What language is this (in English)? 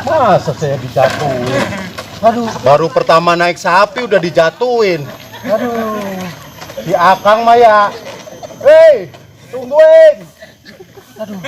Betawi